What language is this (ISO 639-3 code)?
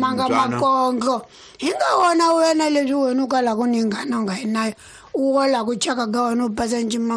tso